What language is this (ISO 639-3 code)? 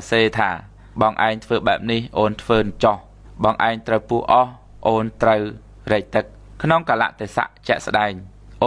khm